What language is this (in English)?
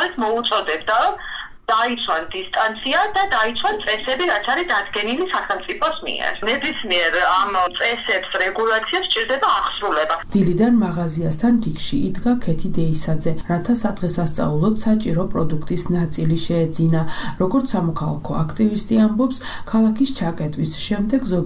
Georgian